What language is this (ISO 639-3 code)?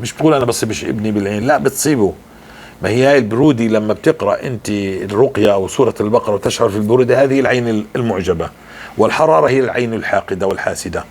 apc